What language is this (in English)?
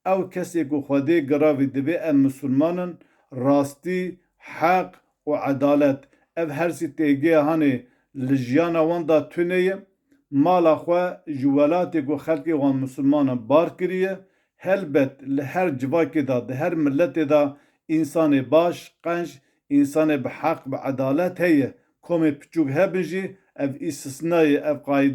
Kurdish